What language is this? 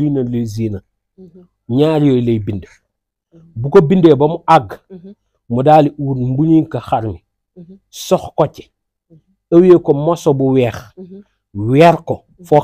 Wolof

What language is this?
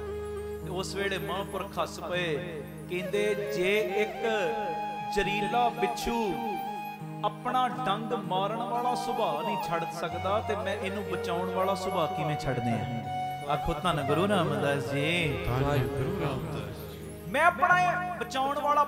Punjabi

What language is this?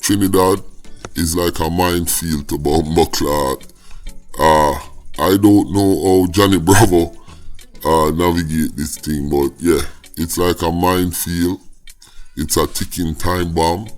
Jamaican Creole English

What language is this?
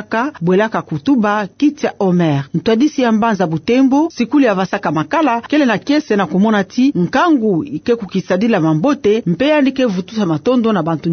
Kituba (Democratic Republic of Congo)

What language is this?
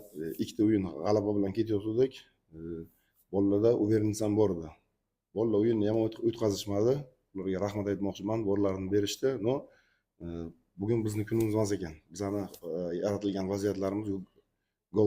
Uzbek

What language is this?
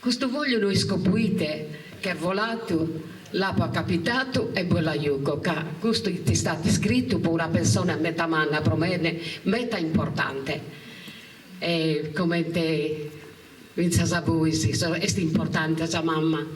Sardinian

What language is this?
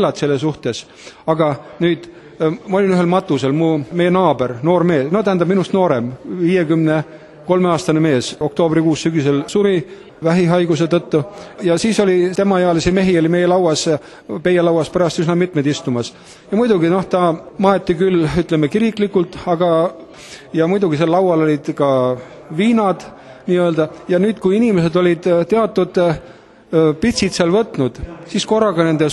Estonian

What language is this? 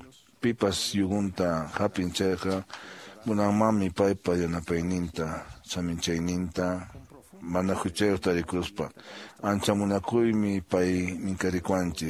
Quechua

